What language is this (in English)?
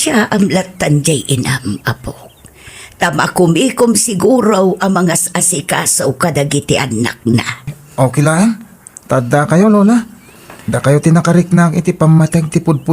Iloko